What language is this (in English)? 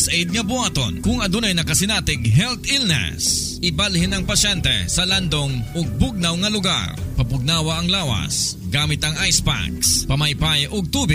Cebuano